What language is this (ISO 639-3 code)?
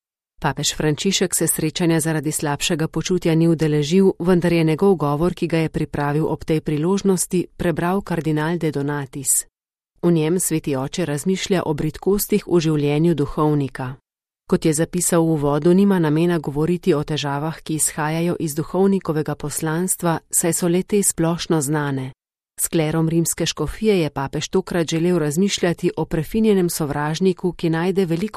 slv